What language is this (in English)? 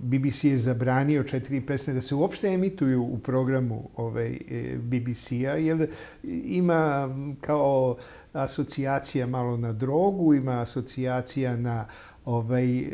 Serbian